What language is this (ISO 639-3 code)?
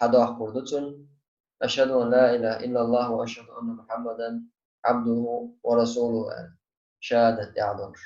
che